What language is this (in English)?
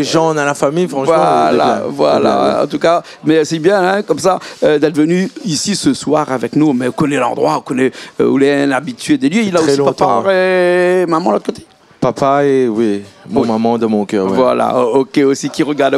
Réunion Creole French